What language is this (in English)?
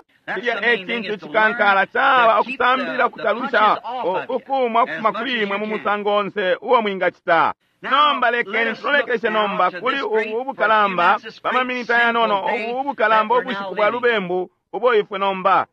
Bemba